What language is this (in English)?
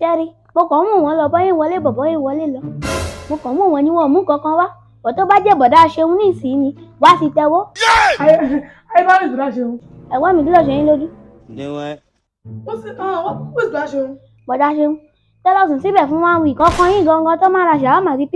Yoruba